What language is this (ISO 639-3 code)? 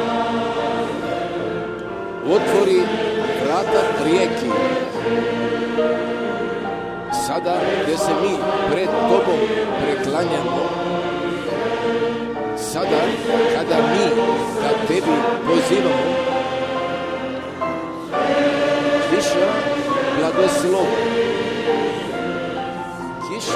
hrv